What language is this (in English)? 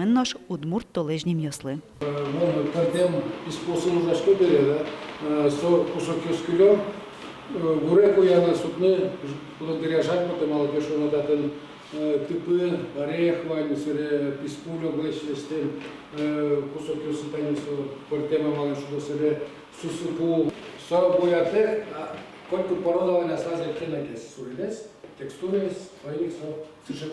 Udmurt